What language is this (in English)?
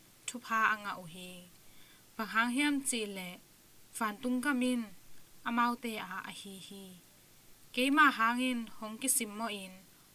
Tedim Chin